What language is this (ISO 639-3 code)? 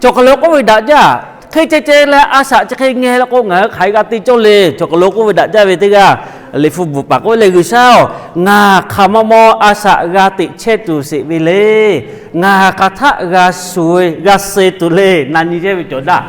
lhu